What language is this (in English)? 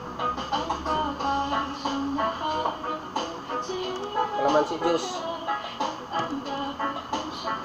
Filipino